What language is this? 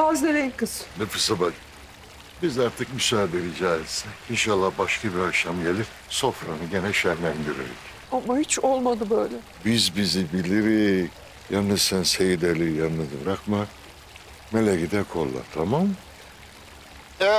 Turkish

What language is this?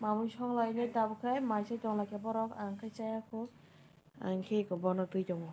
Kok Borok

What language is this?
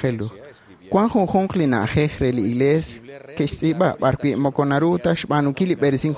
Kekchí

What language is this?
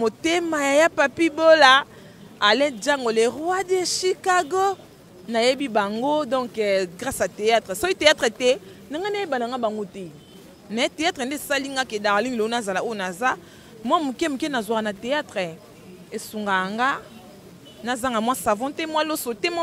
Lingala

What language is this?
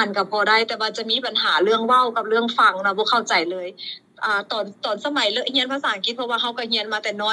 Lao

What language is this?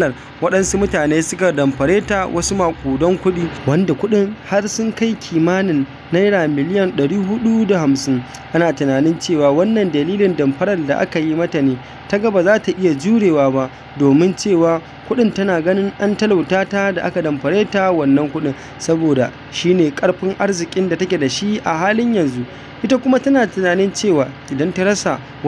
Hausa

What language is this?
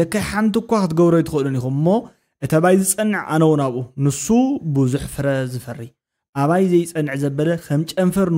Tigrinya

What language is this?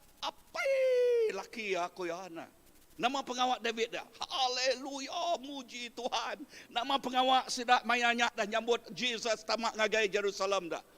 Iban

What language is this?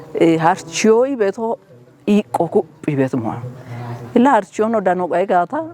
Kafa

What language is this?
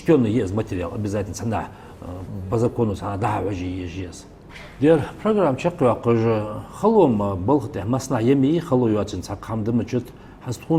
Ingush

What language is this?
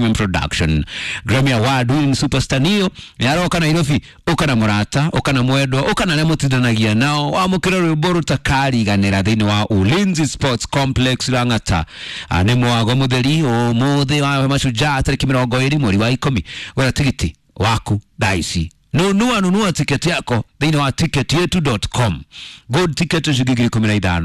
Kikuyu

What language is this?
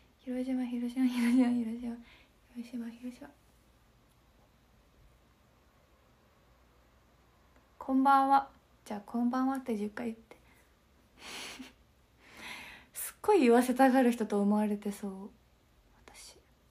Japanese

